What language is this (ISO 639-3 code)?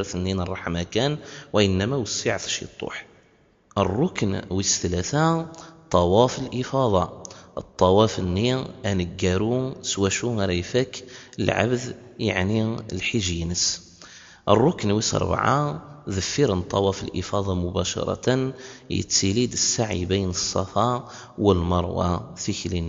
kab